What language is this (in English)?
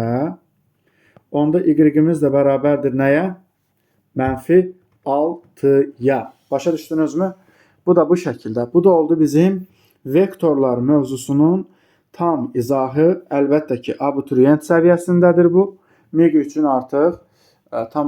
Azerbaijani